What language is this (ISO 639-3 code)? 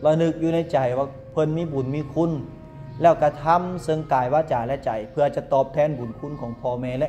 lao